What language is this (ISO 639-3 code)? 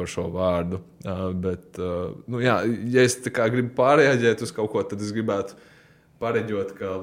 lav